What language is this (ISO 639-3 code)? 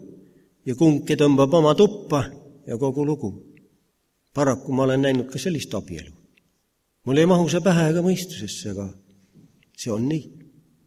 est